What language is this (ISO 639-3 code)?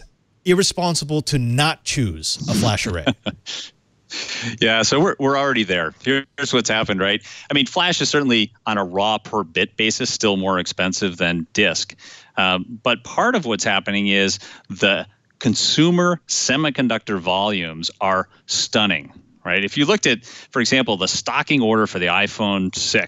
eng